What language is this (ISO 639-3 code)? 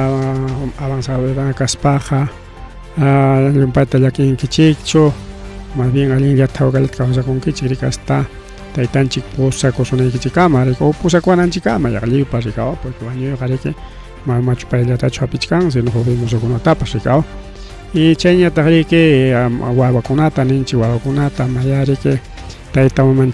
quy